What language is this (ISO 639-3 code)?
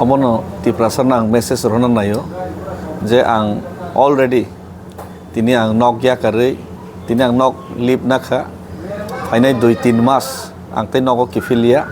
trp